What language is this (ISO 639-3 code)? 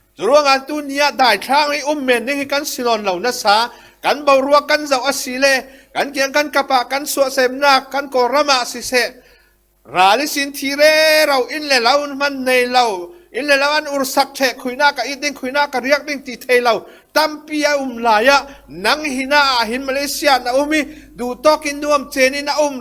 cfm